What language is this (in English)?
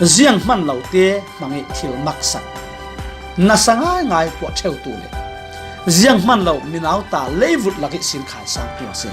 Falam Chin